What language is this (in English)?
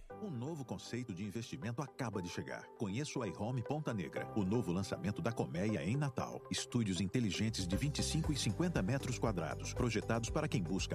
Portuguese